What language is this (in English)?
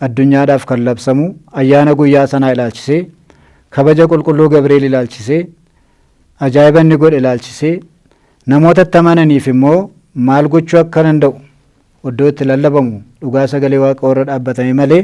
Oromo